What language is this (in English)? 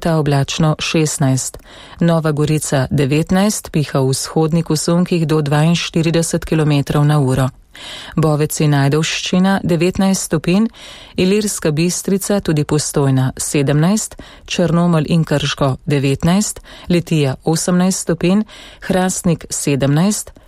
Slovenian